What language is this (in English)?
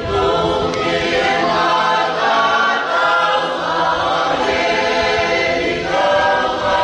Tongan